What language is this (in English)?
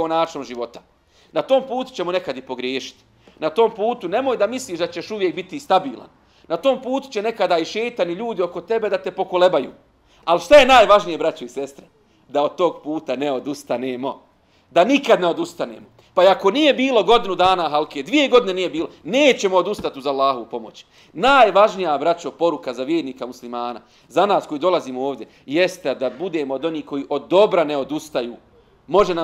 Bosnian